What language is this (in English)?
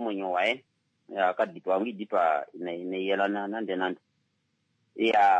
Kuanyama